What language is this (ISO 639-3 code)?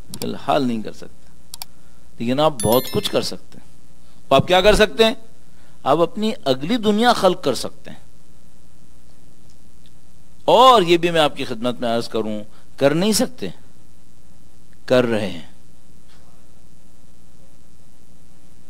urd